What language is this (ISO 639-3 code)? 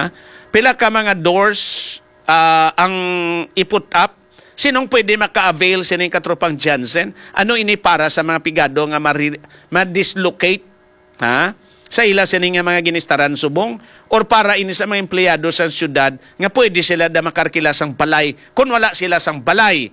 hil